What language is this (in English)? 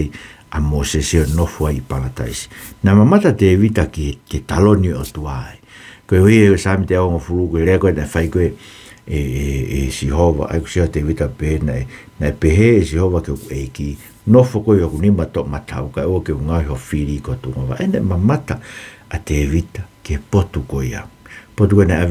Tongan